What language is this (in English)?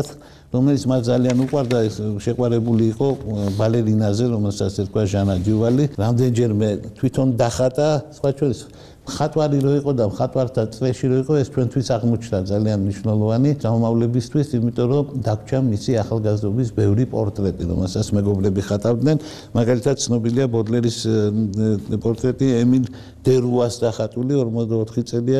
Georgian